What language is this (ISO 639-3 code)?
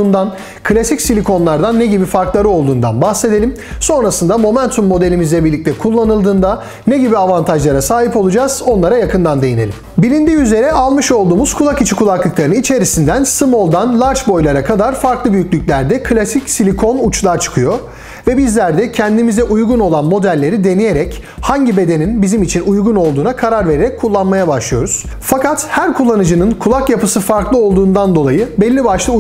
tur